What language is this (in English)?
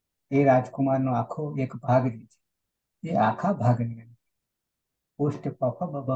Gujarati